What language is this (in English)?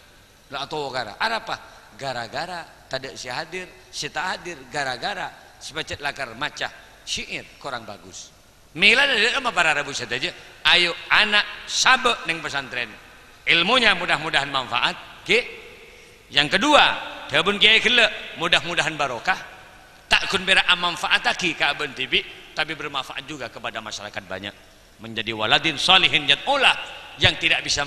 Madurese